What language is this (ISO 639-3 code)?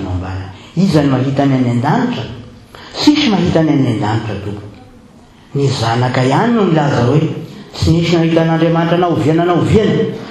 mlg